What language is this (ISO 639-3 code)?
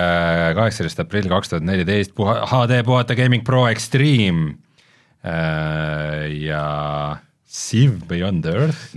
est